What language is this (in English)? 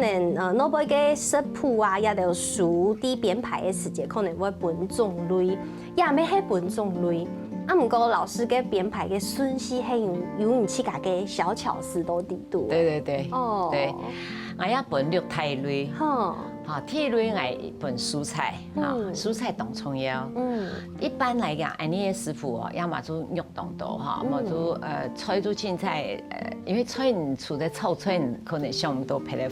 Hakka Chinese